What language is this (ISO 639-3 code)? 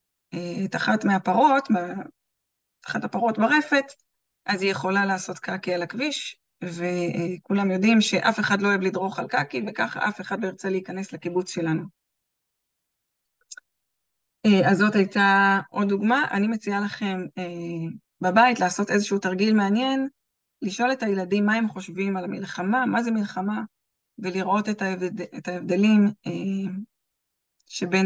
heb